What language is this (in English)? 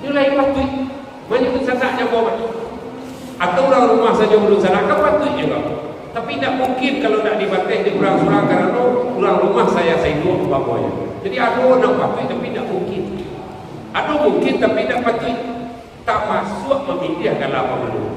Minangkabau